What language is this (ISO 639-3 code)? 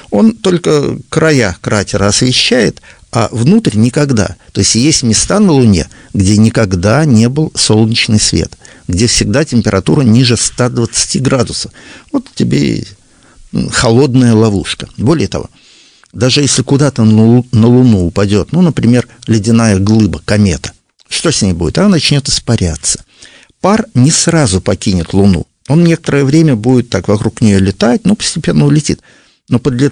rus